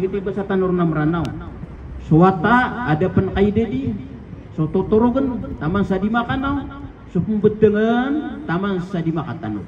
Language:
Maranao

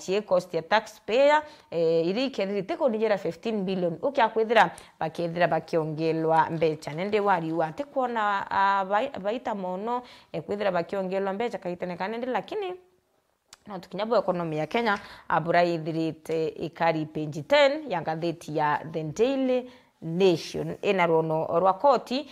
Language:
Meru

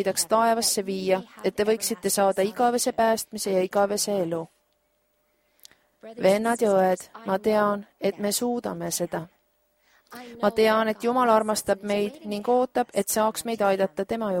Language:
Estonian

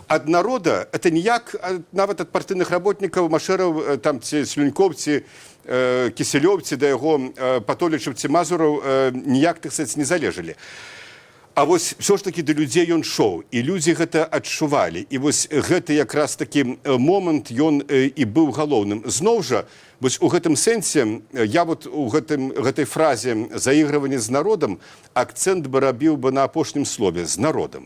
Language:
Belarusian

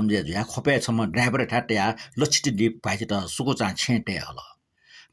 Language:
Newari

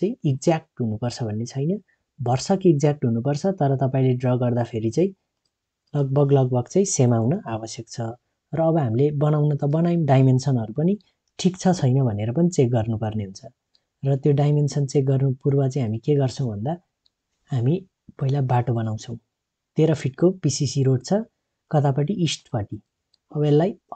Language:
Nepali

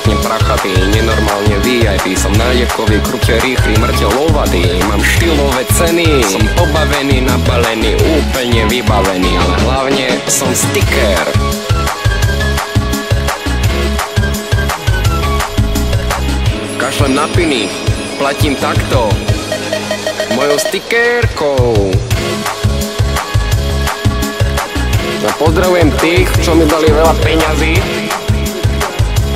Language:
Slovak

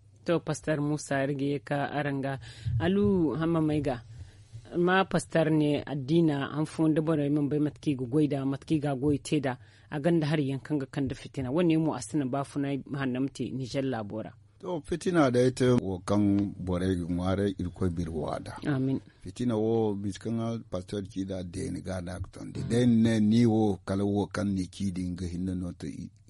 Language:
Zarma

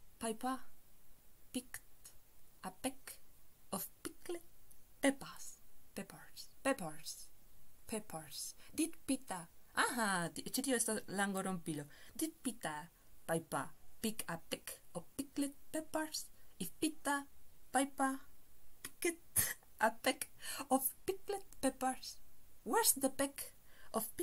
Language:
Esperanto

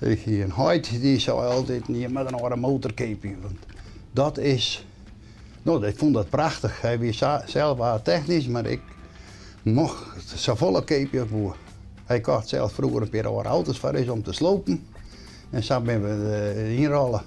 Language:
Western Frisian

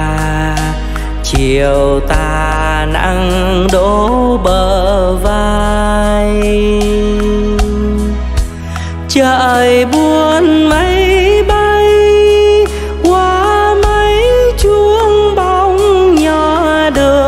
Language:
Vietnamese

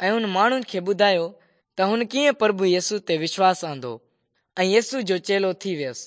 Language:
Sindhi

